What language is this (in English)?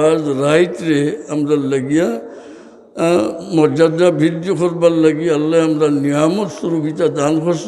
Sylheti